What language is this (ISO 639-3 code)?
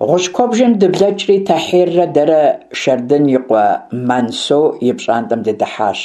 kbd